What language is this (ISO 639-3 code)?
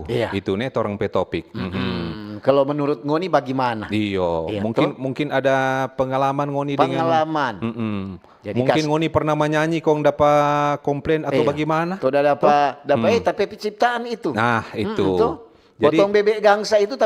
xmm